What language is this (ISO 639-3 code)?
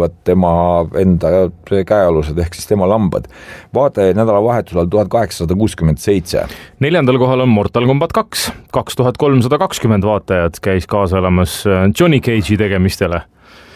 est